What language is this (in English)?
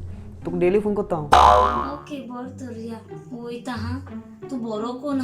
Konkani